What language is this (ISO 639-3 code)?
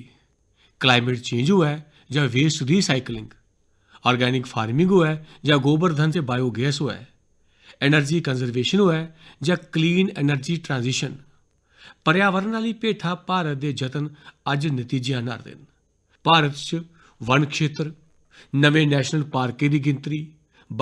doi